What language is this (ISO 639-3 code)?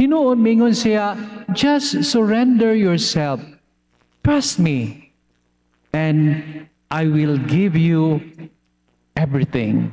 ceb